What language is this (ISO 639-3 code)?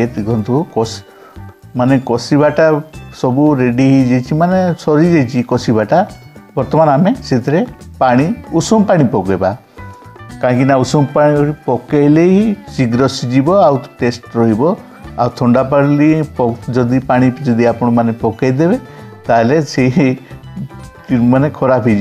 ori